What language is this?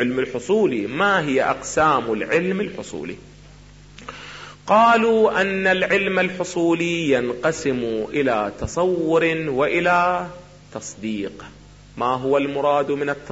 Arabic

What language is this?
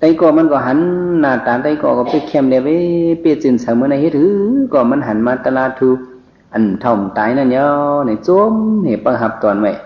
Shan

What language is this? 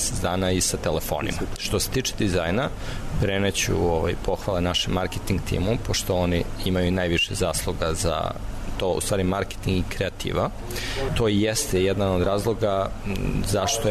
Serbian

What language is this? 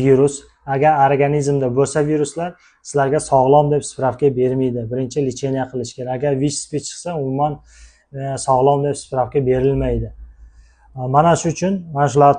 Uzbek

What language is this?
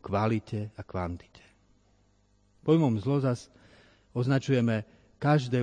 Slovak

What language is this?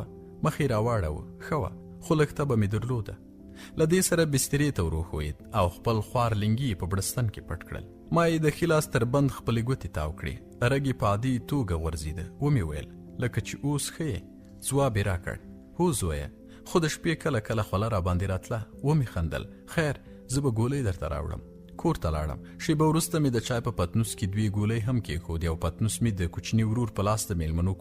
Pashto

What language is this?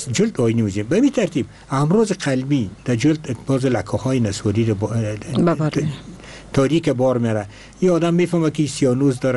Persian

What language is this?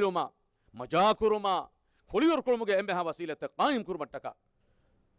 Divehi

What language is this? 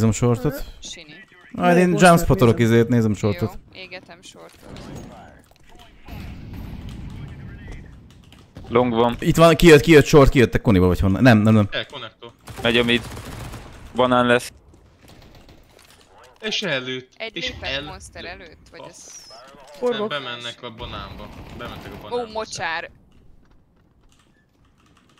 Hungarian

